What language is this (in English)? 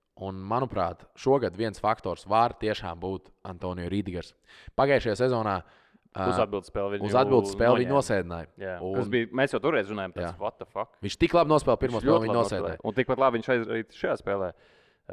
Latvian